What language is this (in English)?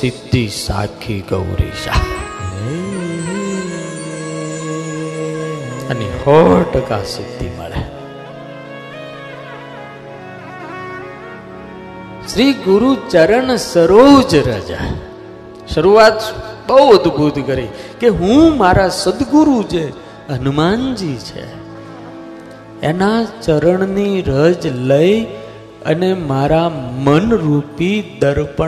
Gujarati